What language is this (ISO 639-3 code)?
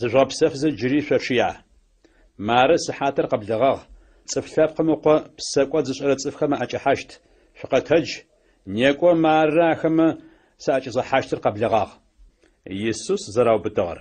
ady